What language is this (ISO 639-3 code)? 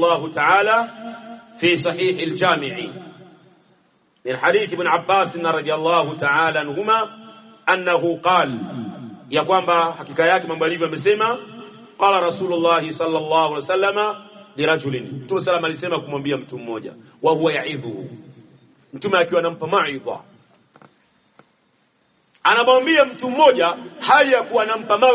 swa